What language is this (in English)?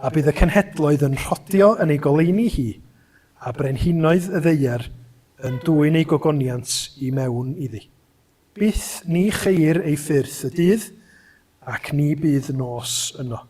Welsh